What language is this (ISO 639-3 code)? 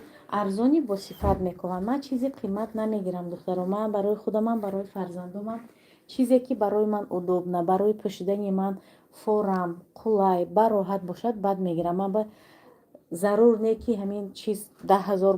tgk